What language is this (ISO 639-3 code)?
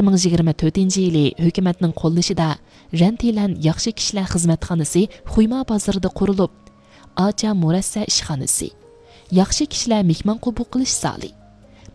uig